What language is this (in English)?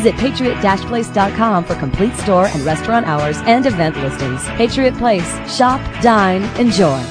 English